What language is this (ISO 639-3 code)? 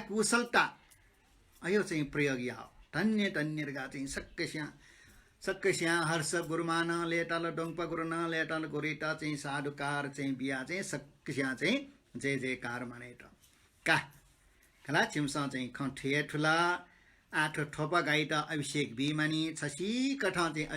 new